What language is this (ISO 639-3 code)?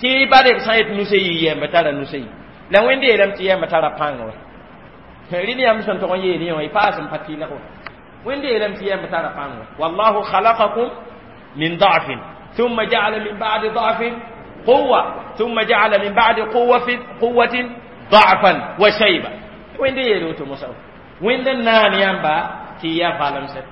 mos